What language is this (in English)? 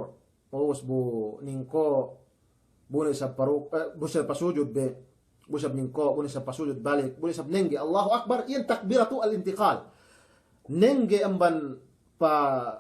Yakan